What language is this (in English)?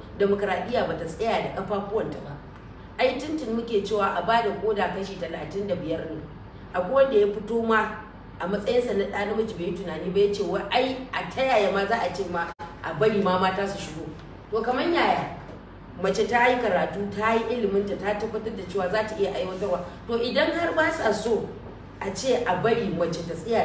Hausa